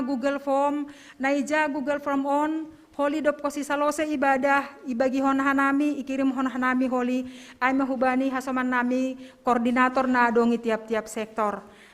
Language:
Batak Simalungun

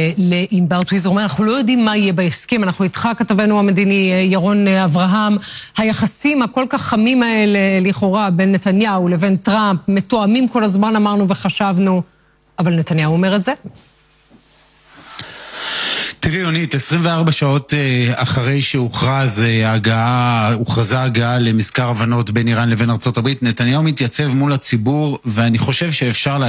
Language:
Hebrew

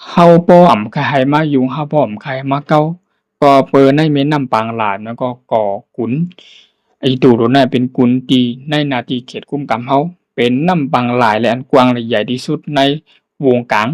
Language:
Shan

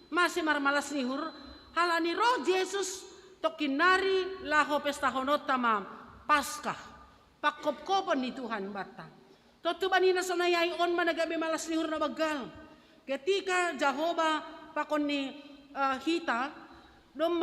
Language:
Batak Simalungun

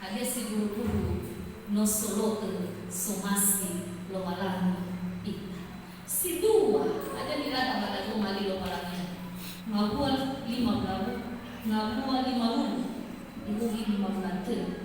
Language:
Nias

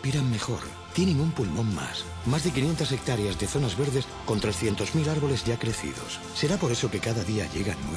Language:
Spanish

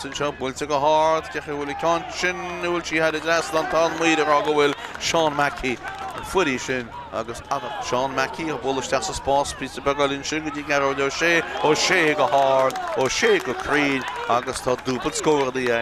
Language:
Irish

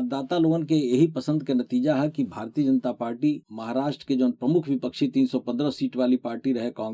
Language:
Bhojpuri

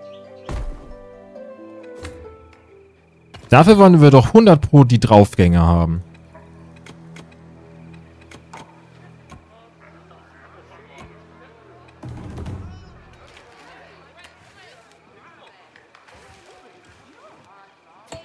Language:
German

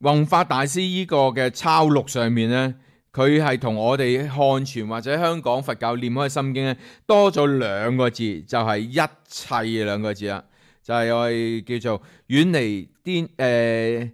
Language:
Cantonese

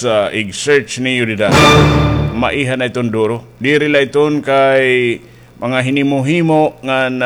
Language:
Waray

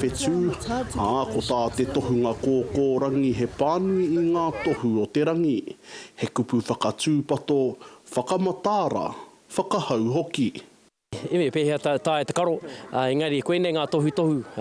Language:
Māori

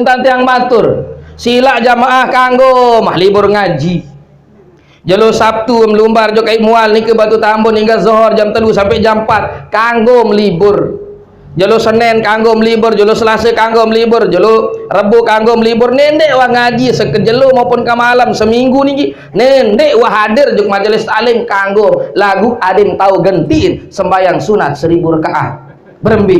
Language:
Sasak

